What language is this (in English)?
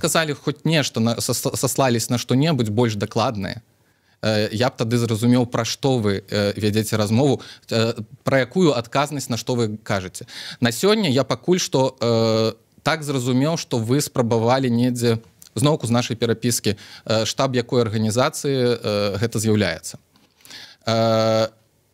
Belarusian